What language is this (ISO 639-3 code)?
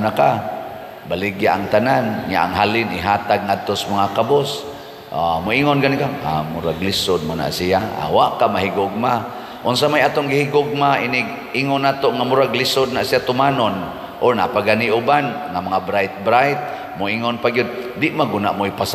ceb